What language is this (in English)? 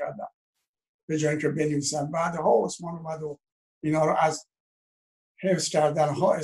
Persian